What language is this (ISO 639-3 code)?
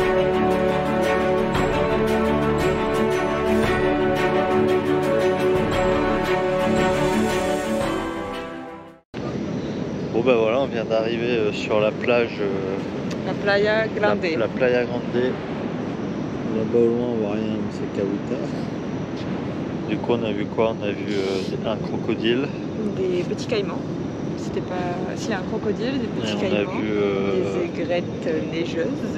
fra